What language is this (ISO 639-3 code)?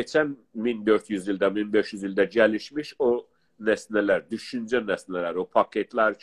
azb